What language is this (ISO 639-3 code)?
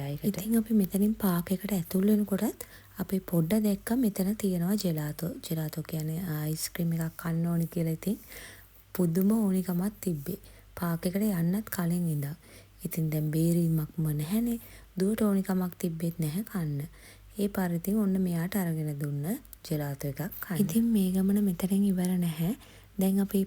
sin